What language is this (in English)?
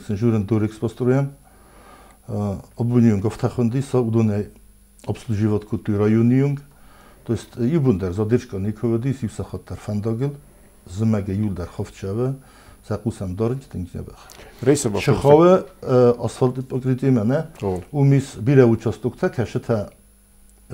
Ossetic